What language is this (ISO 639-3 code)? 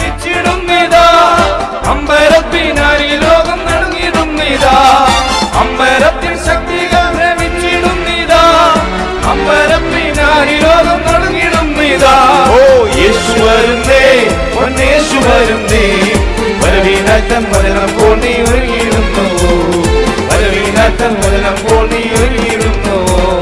mal